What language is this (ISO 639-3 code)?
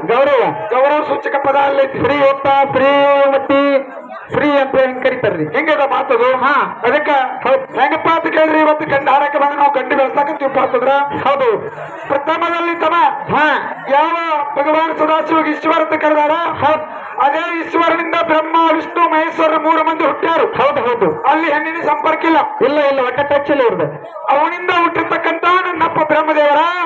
kan